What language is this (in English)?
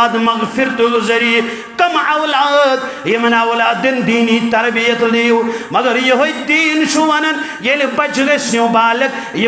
Kashmiri